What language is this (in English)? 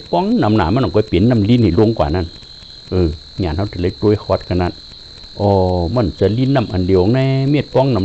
Shan